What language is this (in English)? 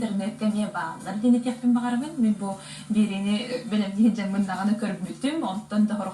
Yakut